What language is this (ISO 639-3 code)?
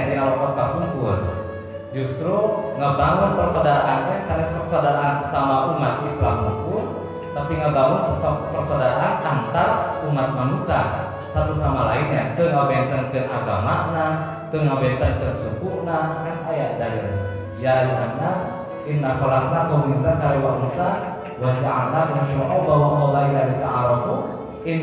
sun